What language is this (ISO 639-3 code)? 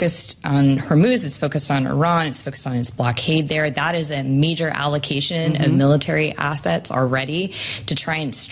eng